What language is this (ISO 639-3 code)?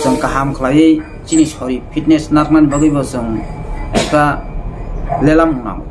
trp